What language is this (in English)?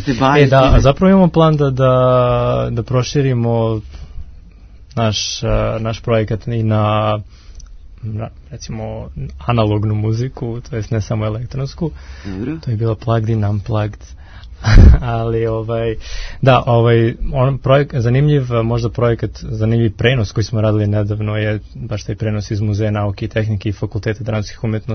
Serbian